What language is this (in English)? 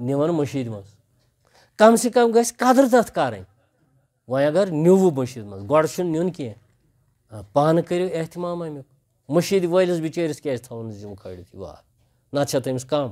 Kashmiri